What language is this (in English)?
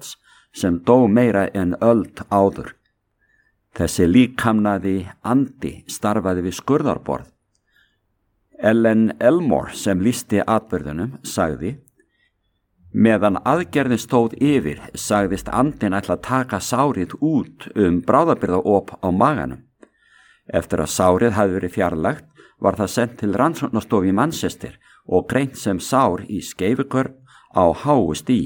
Icelandic